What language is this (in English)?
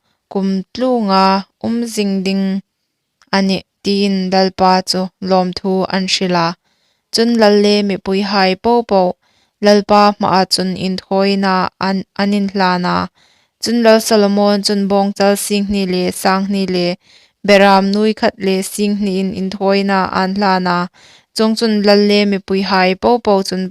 Hmar